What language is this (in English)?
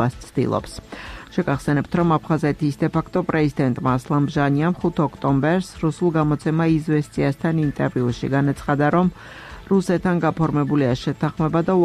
Georgian